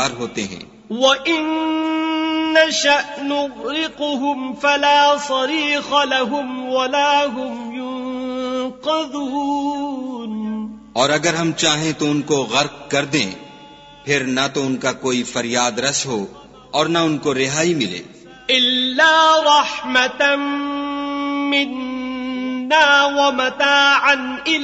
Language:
Urdu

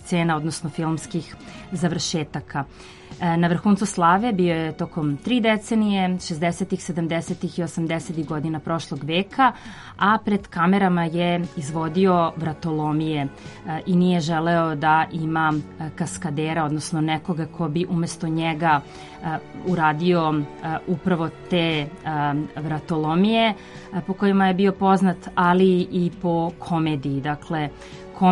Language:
Serbian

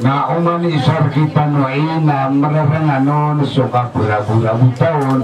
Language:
Maranao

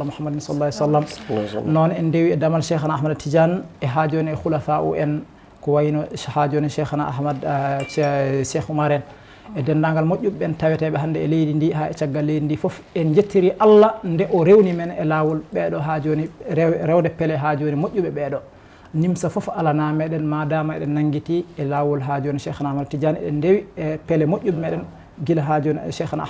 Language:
Fula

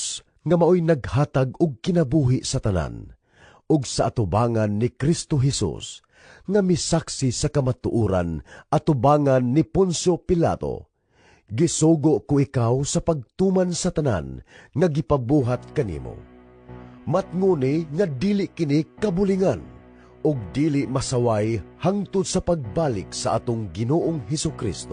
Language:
Cebuano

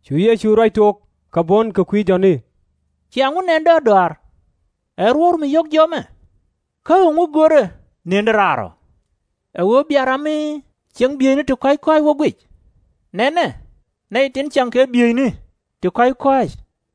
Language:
Nuer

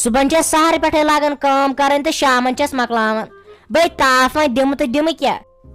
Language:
Kashmiri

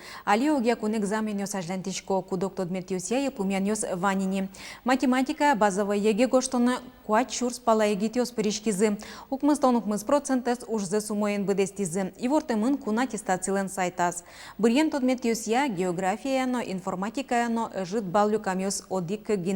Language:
Udmurt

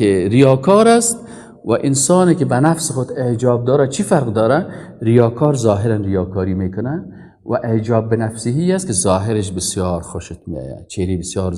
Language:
Persian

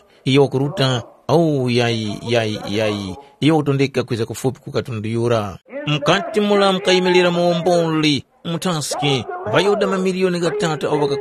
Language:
Tumbuka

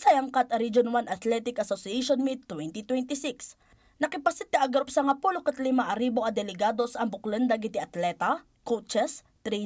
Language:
Iloko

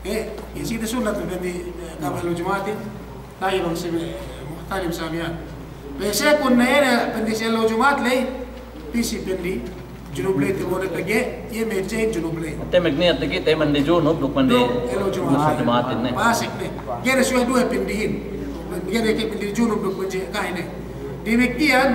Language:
Yakan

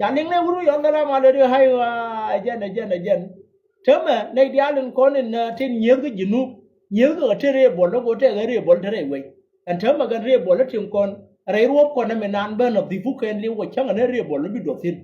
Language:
Nuer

